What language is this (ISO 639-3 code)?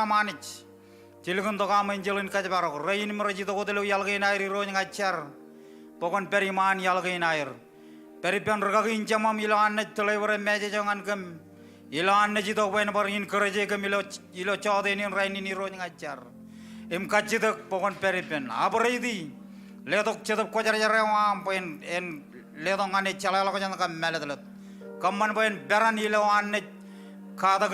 mah